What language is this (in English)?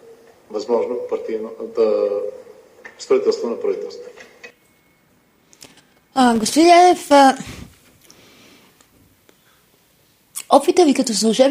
Bulgarian